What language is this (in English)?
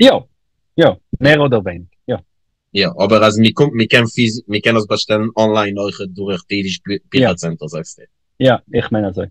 Yiddish